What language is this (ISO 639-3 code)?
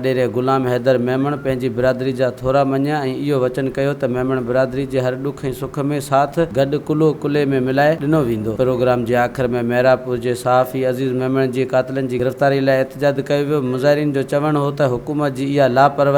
snd